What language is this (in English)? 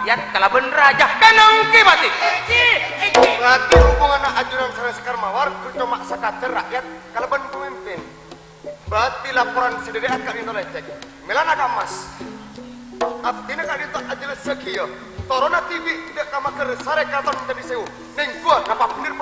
Madurese